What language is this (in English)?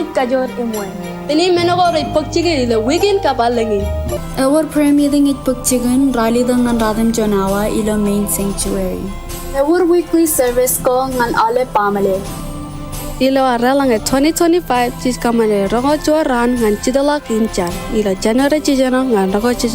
Marshallese